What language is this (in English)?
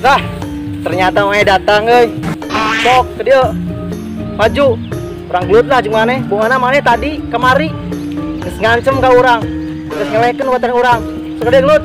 Sundanese